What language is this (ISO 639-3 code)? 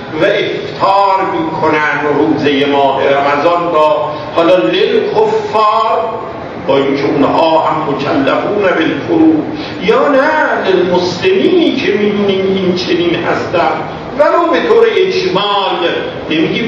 fas